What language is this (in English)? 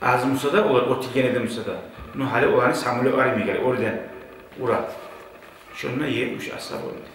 Kumyk